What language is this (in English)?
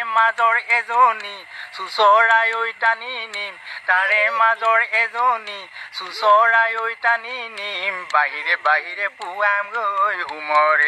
Assamese